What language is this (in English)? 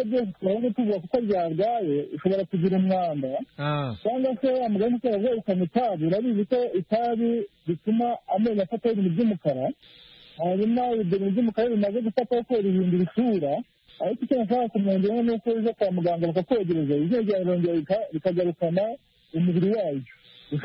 Kinyarwanda